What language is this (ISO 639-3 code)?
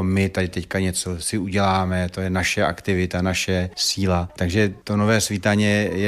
slk